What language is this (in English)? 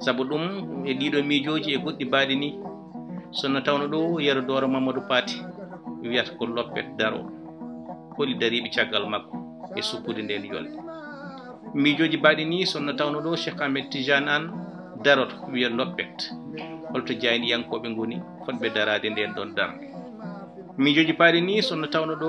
Fula